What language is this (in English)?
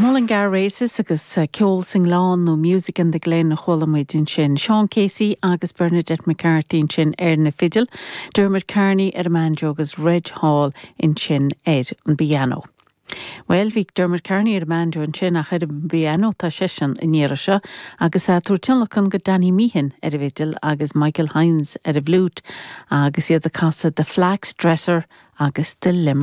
Irish